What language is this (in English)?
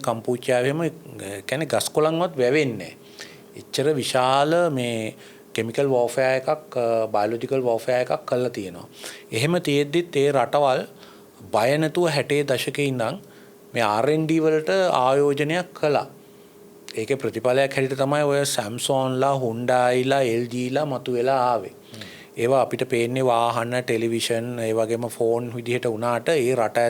Sinhala